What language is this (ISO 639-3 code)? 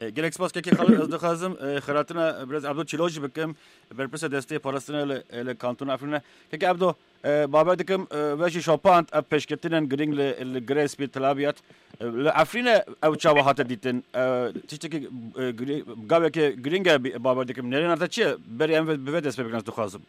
kur